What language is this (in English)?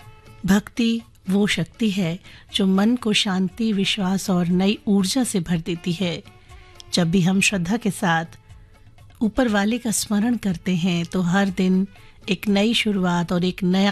Hindi